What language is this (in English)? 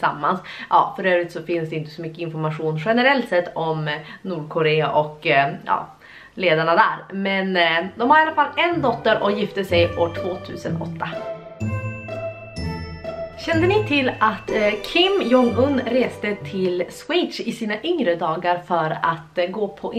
Swedish